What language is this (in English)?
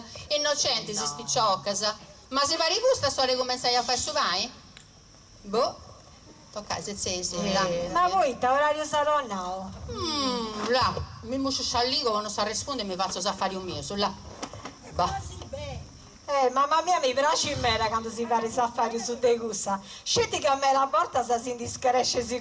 Sardinian